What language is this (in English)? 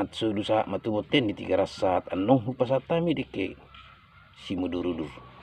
Batak Toba